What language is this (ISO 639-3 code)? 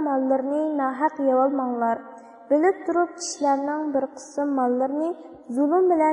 uig